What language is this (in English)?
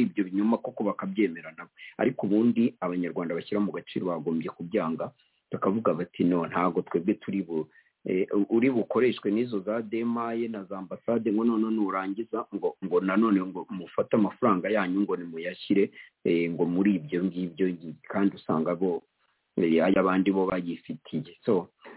Kinyarwanda